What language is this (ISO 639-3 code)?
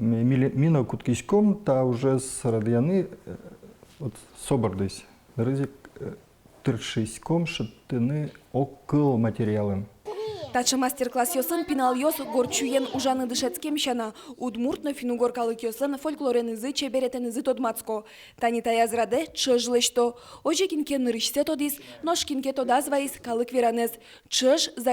udm